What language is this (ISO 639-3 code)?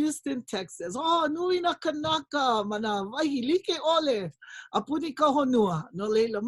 haw